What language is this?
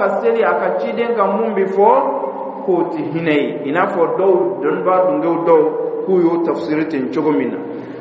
Dyula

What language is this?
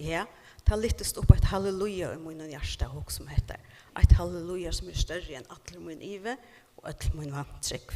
Faroese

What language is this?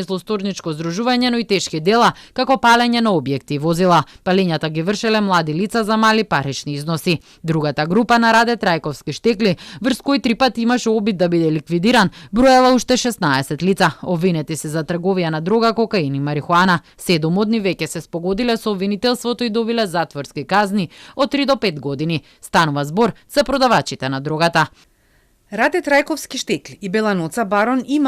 Macedonian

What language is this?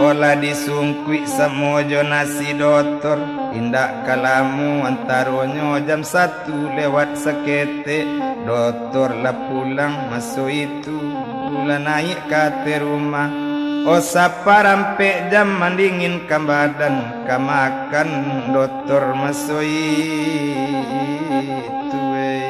Minangkabau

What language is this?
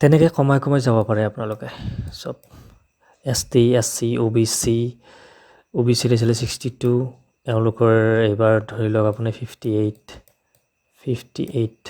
Assamese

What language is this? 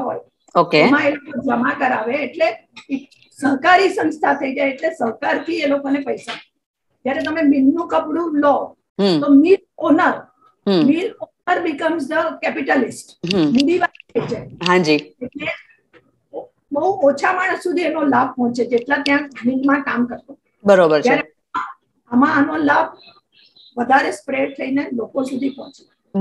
Gujarati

